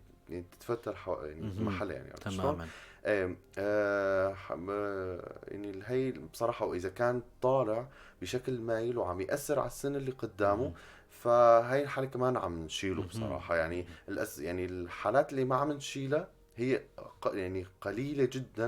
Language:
North Levantine Arabic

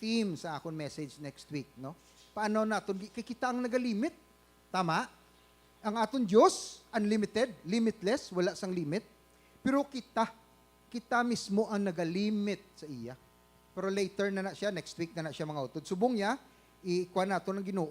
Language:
Hiligaynon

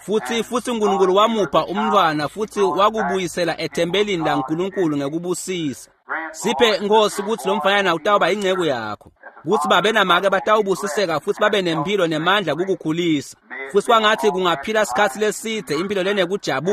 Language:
Swati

